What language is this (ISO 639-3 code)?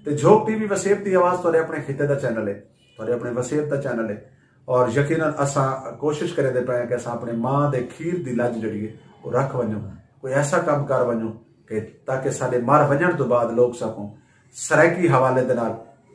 skr